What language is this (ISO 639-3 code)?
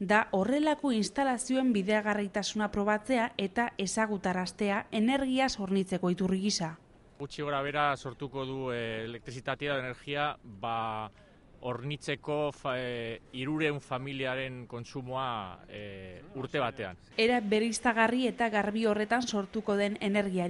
eus